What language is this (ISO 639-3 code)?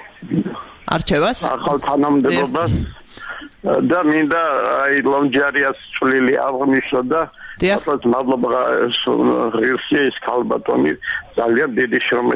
kat